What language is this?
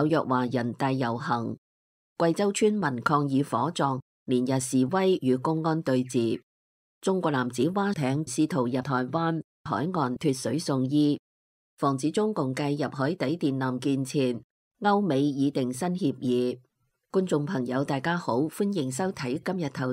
Cantonese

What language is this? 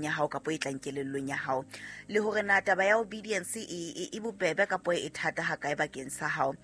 Southern Sotho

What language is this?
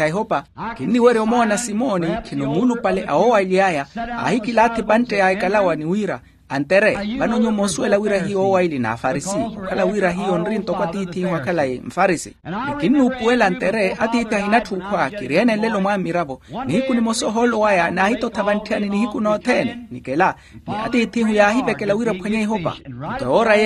Makhuwa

